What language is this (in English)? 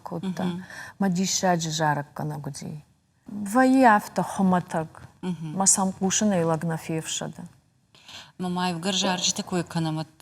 Ossetic